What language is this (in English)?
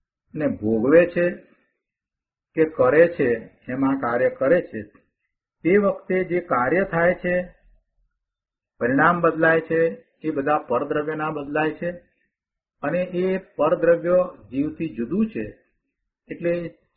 Gujarati